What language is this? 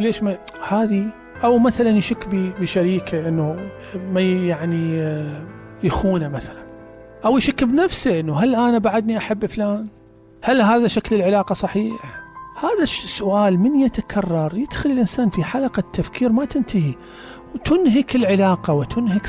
Mesopotamian Arabic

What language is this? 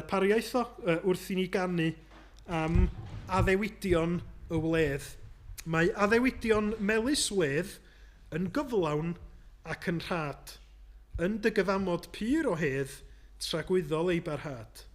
Welsh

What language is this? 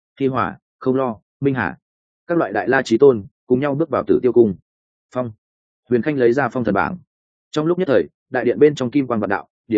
Vietnamese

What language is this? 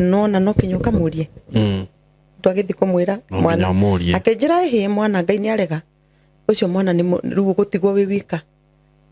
Kikuyu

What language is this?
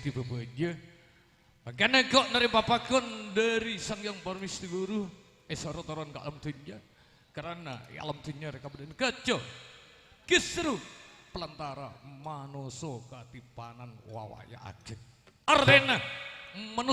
Madurese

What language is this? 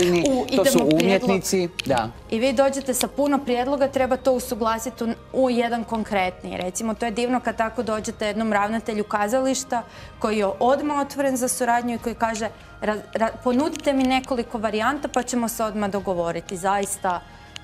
Croatian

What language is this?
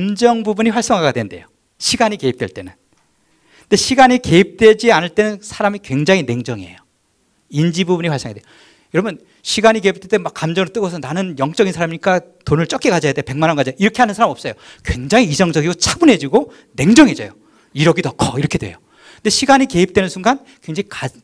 Korean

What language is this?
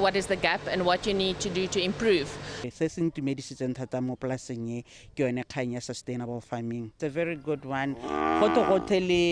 Tswana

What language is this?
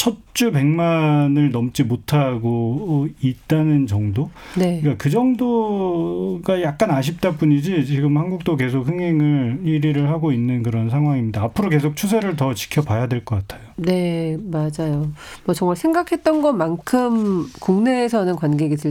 Korean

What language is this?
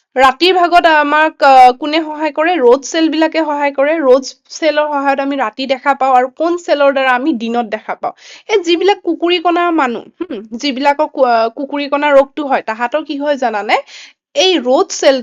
Assamese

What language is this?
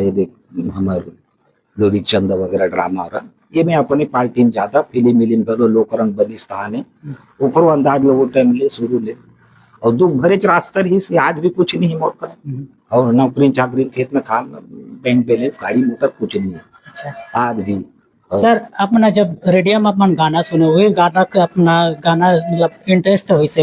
Chhattisgarhi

